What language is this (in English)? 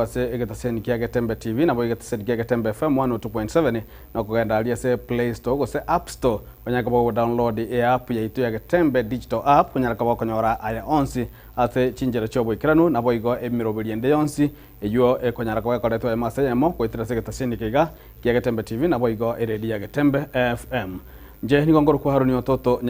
Gusii